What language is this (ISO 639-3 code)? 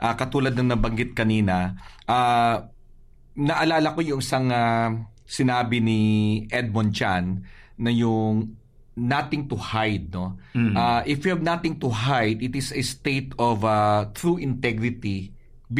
fil